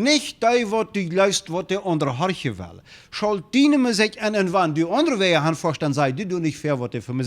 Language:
Plautdietsch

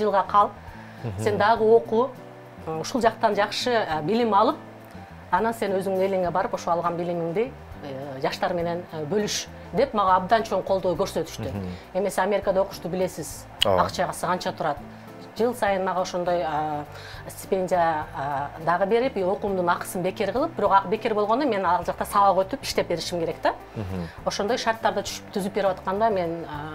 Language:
Kyrgyz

